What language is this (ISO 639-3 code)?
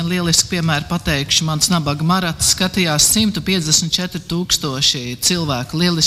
lav